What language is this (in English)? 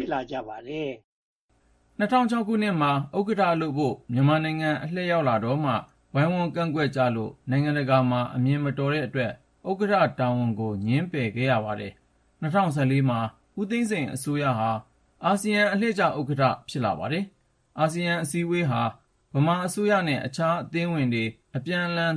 Burmese